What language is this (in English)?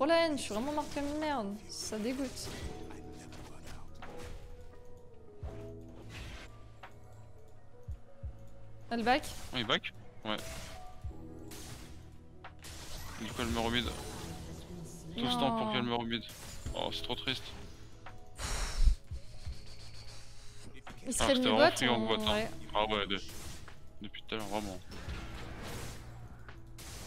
French